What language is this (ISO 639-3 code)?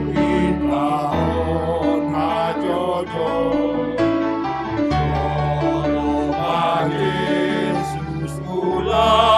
bts